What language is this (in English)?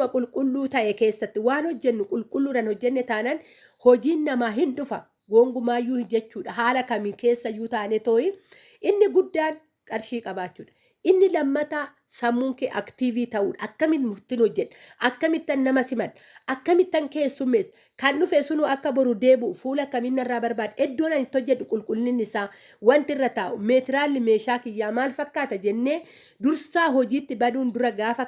Oromo